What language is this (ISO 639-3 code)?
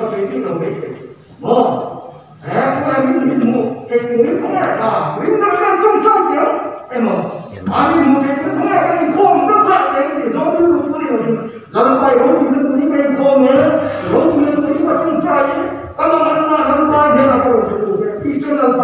lus